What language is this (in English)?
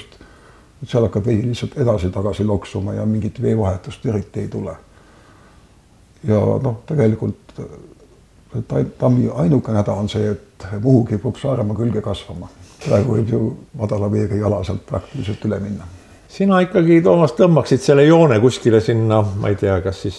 Estonian